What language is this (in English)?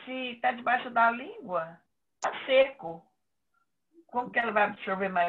Portuguese